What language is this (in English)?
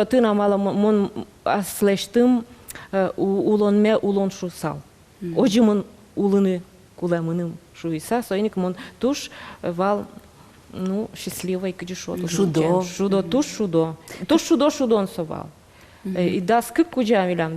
Udmurt